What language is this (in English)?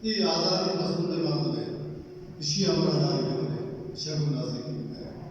Baluchi